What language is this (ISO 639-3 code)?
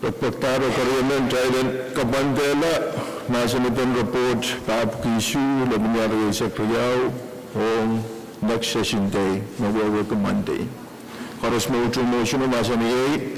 pon